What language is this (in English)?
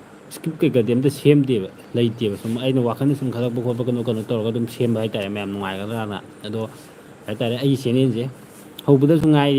Manipuri